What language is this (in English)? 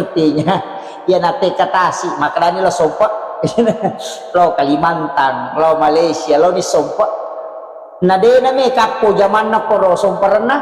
Buginese